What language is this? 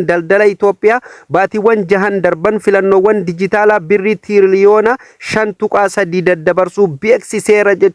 Oromo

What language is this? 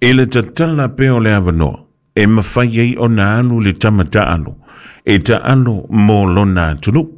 Samoan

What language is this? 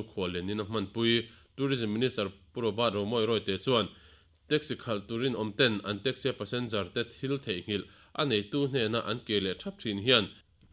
Mizo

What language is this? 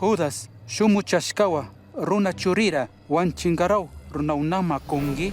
Chimborazo Highland Quichua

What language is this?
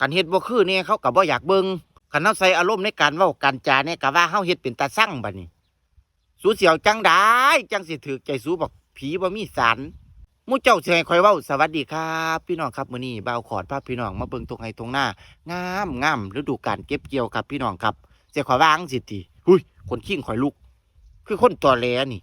Northeastern Thai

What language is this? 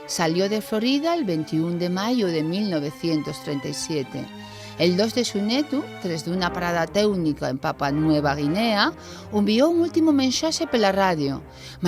Asturian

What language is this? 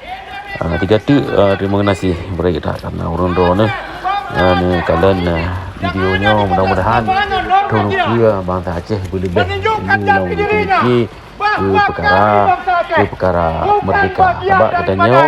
Achinese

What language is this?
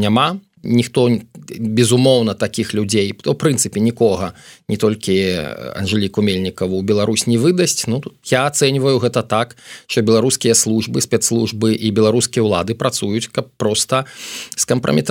Belarusian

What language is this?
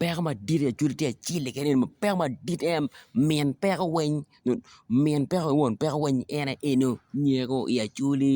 Acoli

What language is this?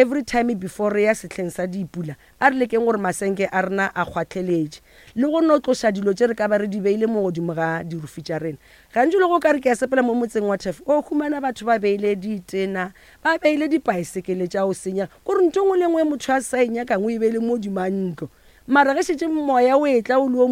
Northern Sotho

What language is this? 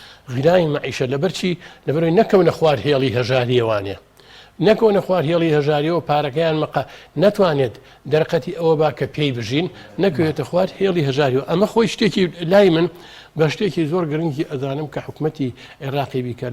Central Kurdish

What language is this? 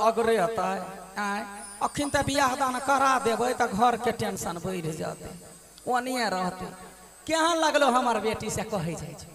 Maithili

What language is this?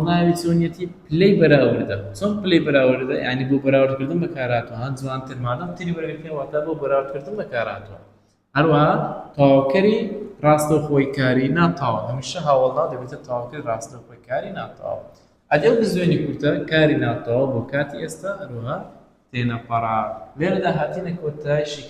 Central Kurdish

